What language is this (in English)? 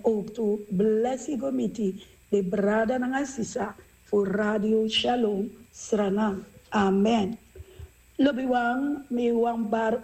Sranan Tongo